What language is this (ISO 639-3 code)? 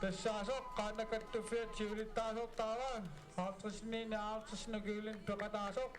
kal